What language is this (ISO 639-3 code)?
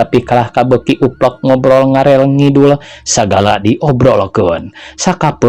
sun